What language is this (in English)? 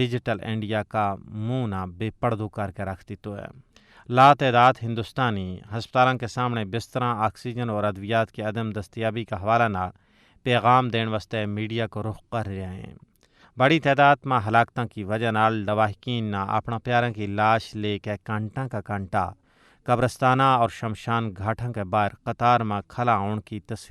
Gujari